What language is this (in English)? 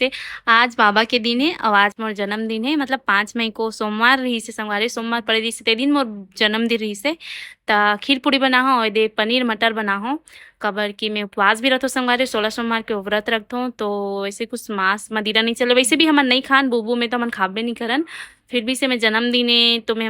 Chhattisgarhi